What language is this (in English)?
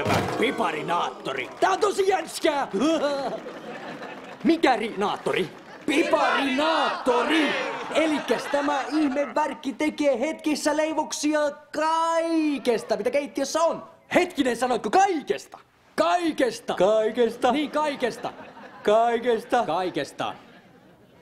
Finnish